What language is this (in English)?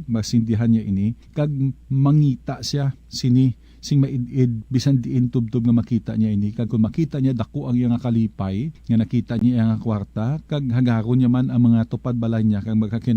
Hiligaynon